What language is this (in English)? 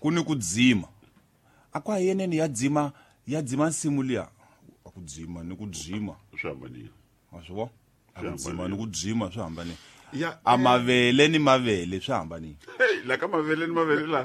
Tsonga